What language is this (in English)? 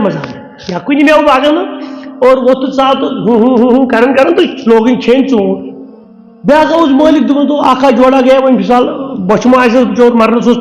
Kashmiri